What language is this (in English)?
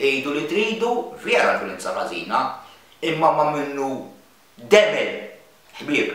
Maltese